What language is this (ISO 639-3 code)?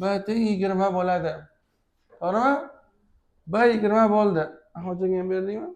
uzb